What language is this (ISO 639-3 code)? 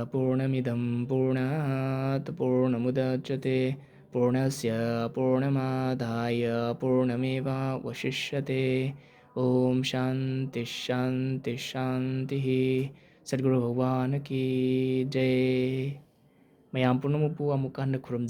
mni